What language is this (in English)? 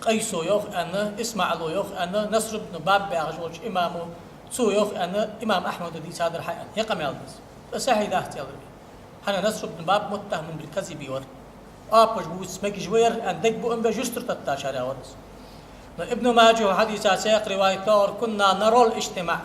Ingush